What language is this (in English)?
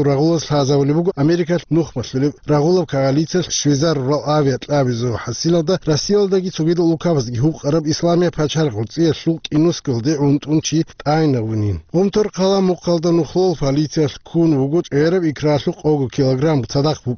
Avaric